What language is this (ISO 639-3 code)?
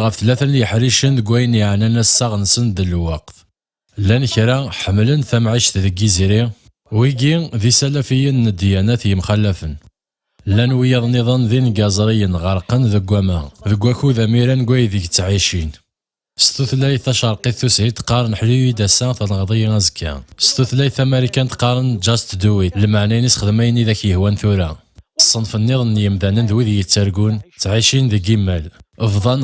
kab